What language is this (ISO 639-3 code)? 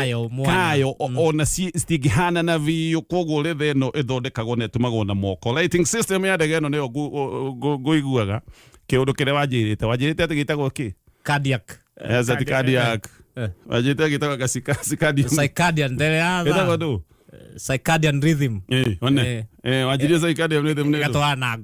kik